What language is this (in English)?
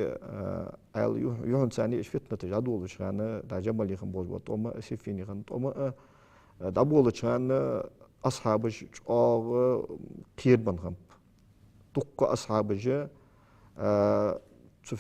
Ingush